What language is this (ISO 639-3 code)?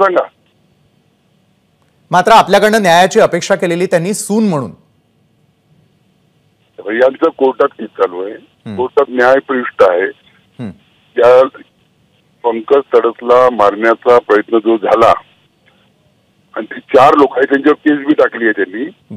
mar